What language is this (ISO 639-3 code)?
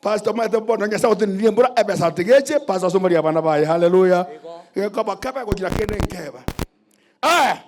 guz